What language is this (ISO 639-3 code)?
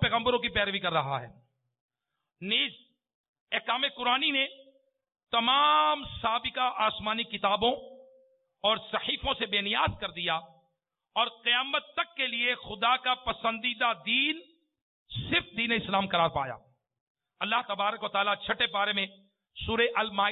urd